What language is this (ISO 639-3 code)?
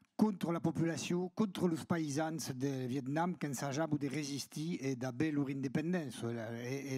oci